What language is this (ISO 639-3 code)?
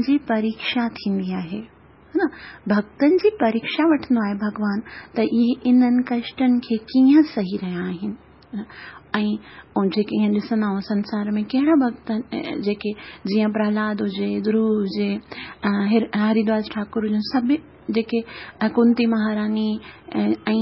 snd